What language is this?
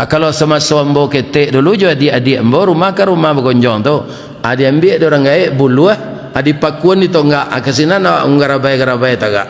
Minangkabau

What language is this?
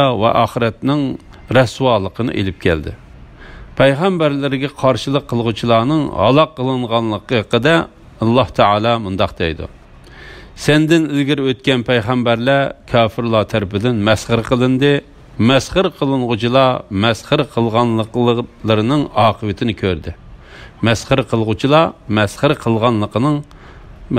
Uyghur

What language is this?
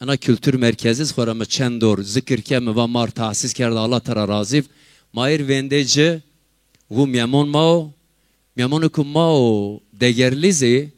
Zaza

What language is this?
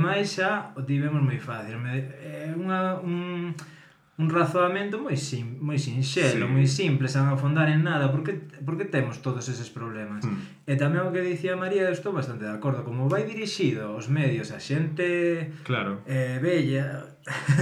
Galician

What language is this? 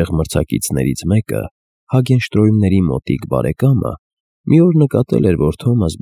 Armenian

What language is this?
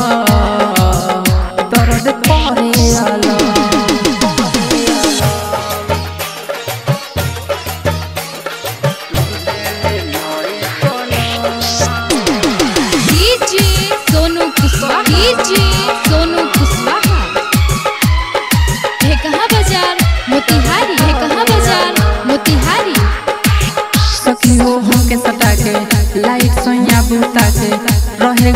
Bhojpuri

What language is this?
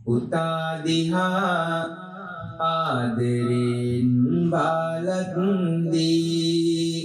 Sinhala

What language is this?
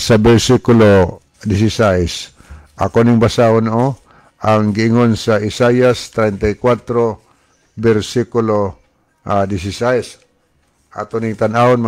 Cebuano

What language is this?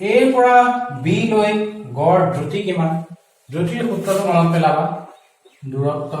Assamese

